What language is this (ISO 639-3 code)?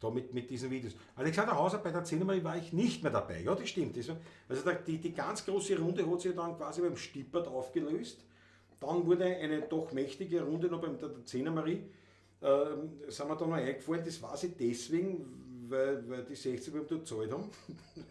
bar